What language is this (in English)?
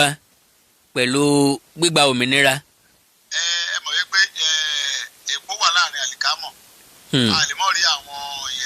Yoruba